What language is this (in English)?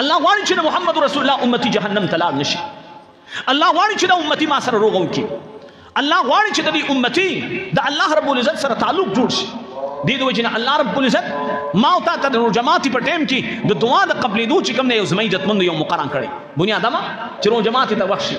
Pashto